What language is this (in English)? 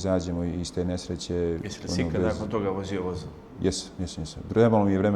Bosnian